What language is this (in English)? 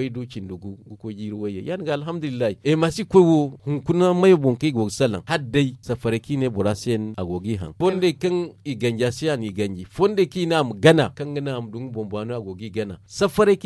Zarma